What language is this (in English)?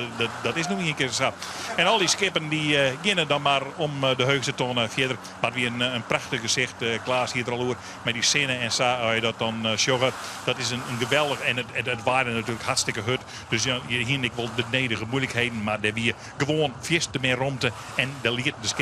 Western Frisian